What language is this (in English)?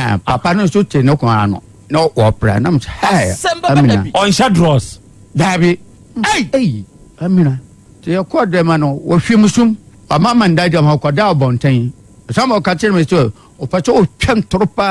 Akan